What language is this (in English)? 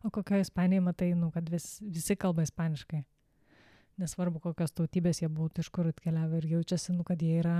Lithuanian